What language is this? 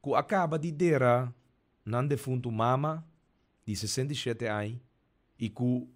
Papiamento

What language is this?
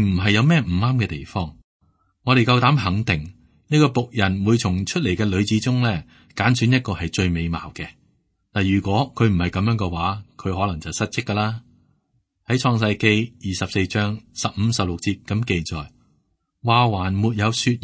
Cantonese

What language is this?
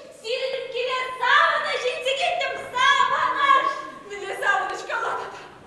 Chuvash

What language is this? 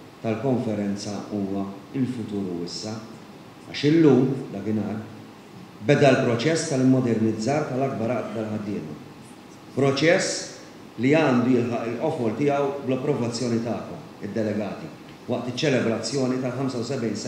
Maltese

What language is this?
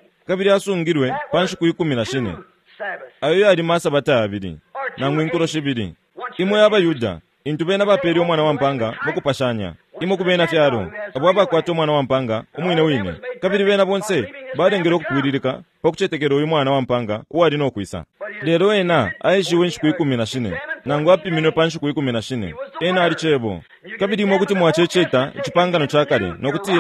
Bemba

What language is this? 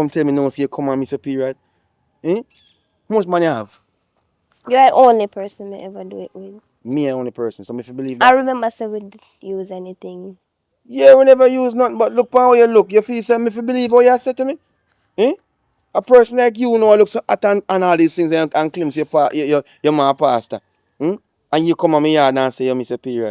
Jamaican Creole English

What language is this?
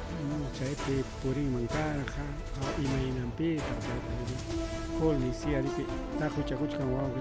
Ayacucho Quechua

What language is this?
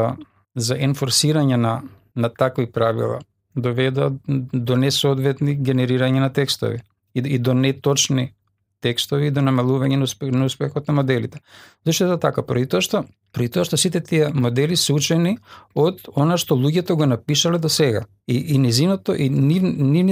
Macedonian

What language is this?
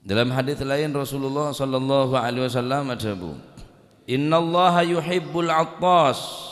Madurese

